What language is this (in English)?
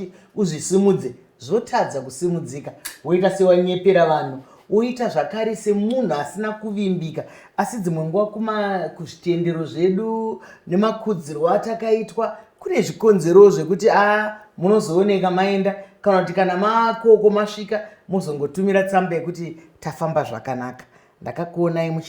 Shona